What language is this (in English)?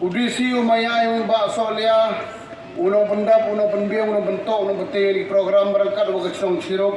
Khasi